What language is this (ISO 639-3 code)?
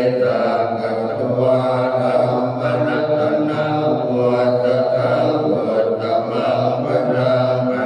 pli